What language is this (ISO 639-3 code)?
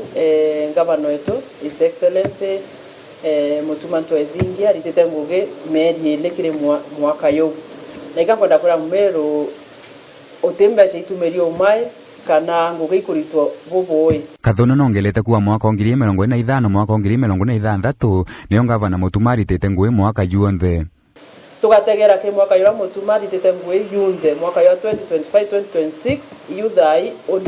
mer